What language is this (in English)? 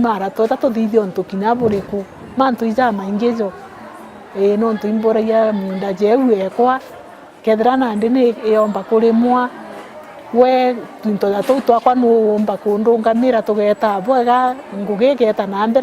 Meru